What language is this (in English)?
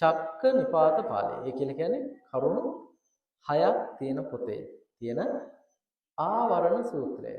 Sinhala